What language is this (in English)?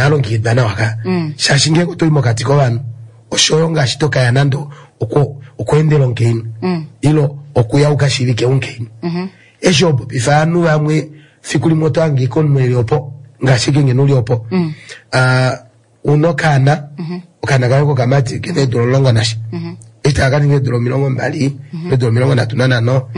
Kuanyama